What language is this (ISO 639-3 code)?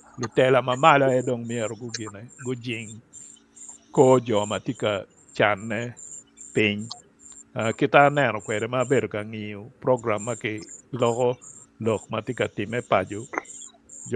ach